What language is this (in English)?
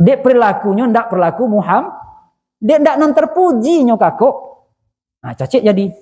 Minangkabau